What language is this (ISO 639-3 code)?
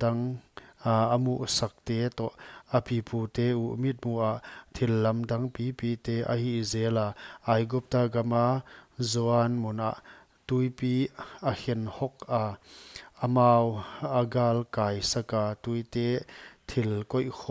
pck